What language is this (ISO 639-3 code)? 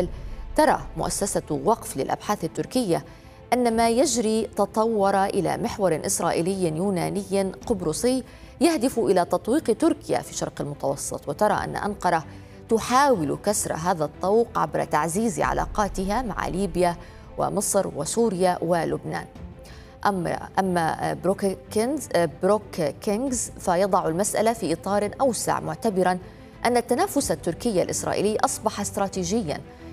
ara